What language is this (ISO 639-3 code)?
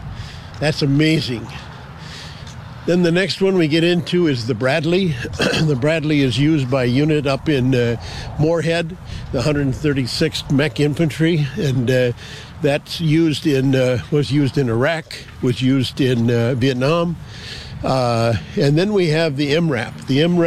eng